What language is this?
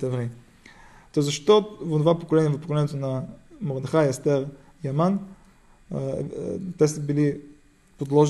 Bulgarian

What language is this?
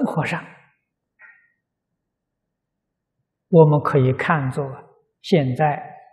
Chinese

